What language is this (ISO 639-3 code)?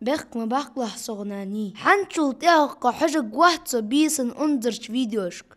inh